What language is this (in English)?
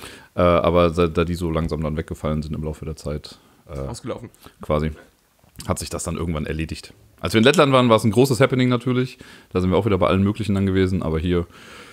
German